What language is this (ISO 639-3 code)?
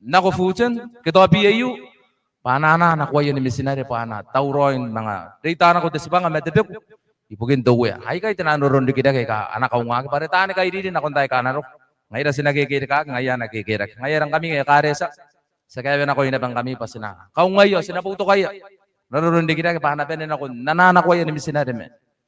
gil